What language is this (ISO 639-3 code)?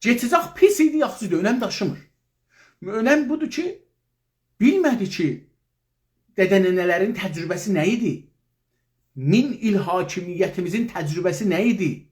azb